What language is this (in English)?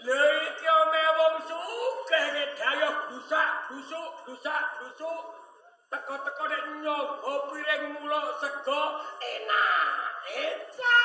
Javanese